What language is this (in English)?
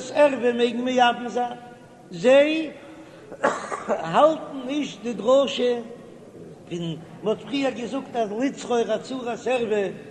Yiddish